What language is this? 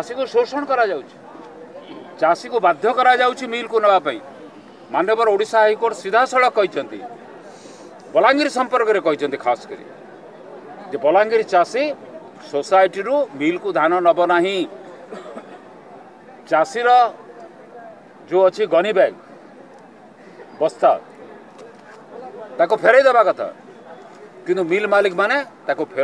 Odia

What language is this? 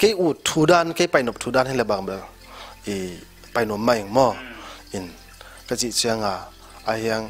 Tedim Chin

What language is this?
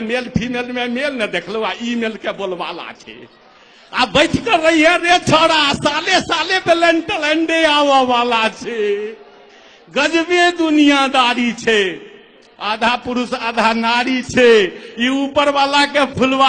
Maithili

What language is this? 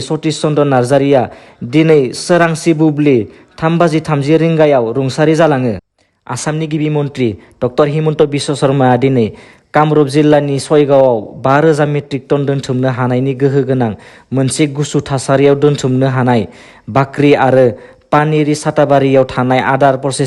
Bodo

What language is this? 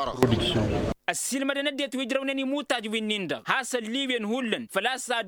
Tamasheq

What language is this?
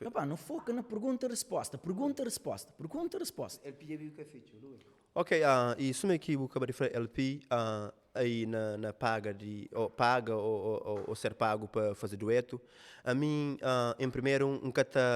Kabuverdianu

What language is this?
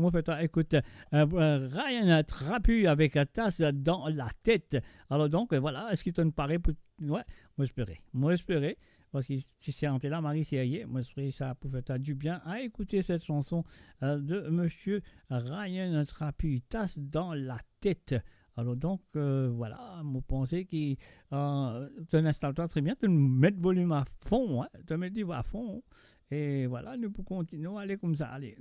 Morisyen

